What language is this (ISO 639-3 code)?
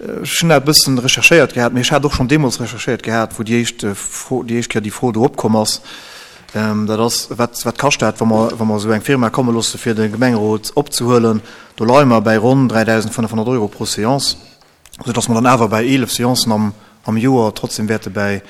ltz